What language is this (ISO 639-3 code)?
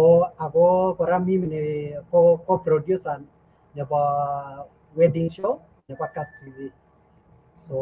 kln